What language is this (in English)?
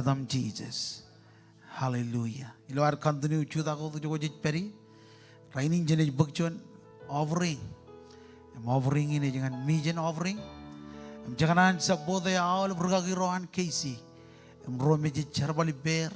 Marshallese